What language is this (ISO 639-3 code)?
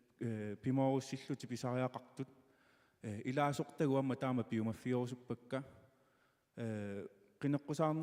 kal